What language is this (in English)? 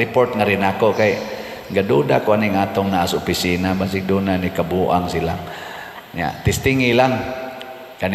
Cebuano